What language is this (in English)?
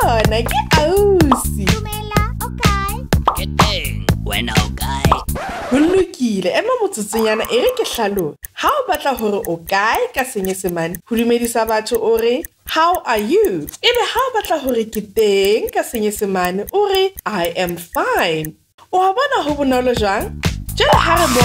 Southern Sotho